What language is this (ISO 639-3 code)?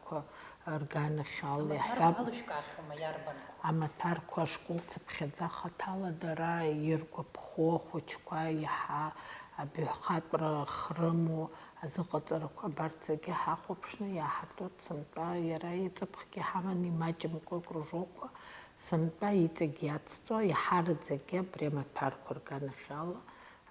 abk